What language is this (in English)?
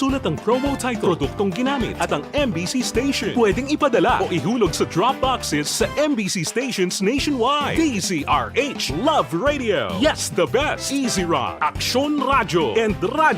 Hiligaynon